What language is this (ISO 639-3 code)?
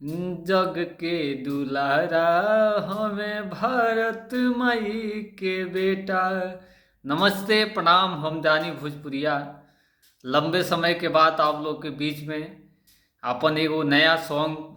bho